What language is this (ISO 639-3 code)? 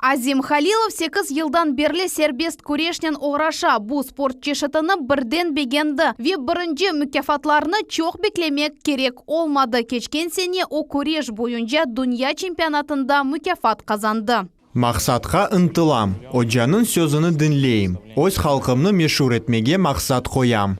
crh